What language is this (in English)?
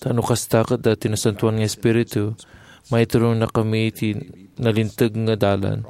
Iloko